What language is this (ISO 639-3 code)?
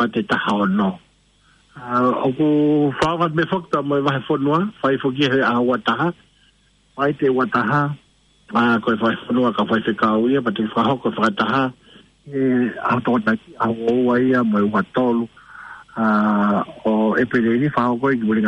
ton